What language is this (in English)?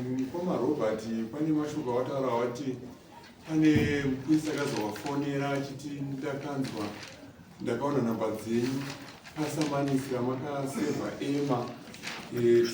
Shona